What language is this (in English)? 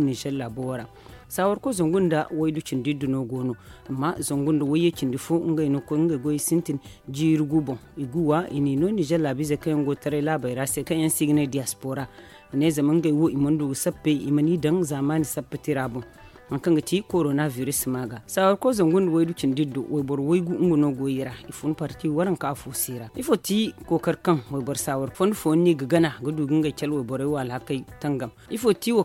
Zarma